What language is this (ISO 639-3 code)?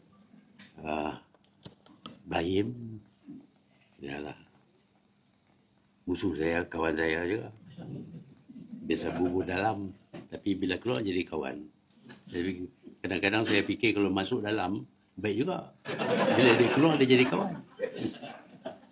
msa